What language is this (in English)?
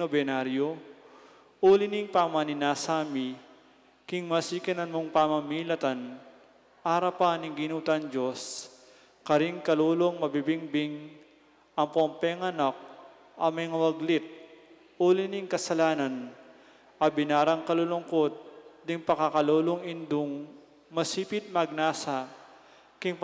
Pampanga